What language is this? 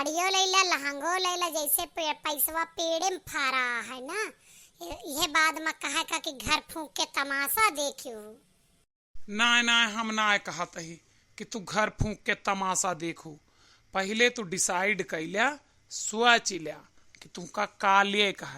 Awadhi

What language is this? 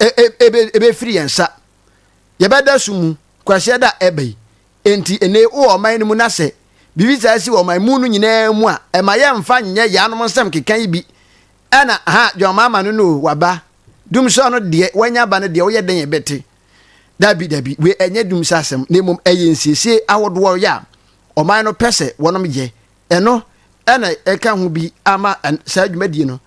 Akan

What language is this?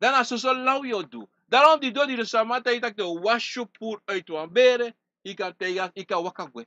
Sranan Tongo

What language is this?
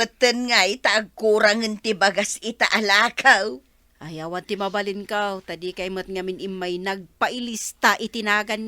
Iloko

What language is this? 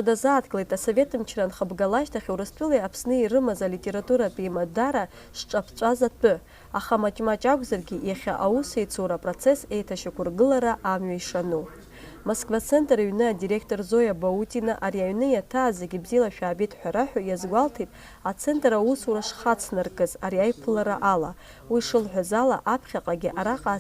Abkhazian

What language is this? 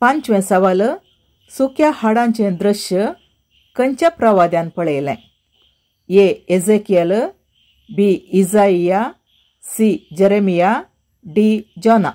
Konkani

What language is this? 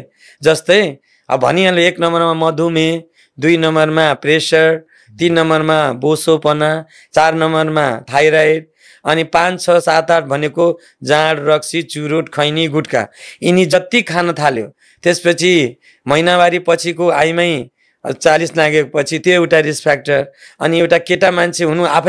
Nepali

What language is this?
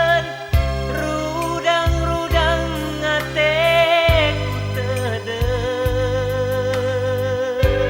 Batak Karo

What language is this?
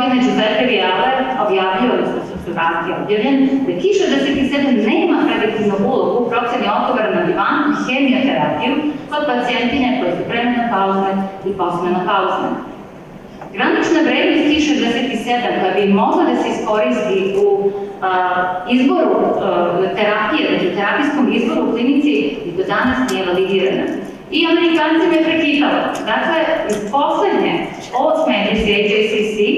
Serbian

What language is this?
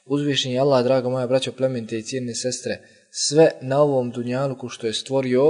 Bosnian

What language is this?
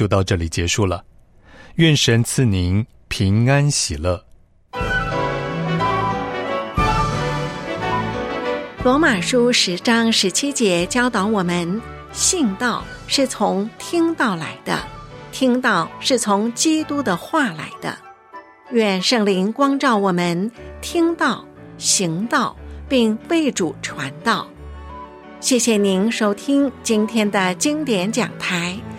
Chinese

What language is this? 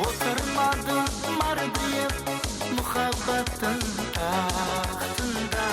Kara-Kalpak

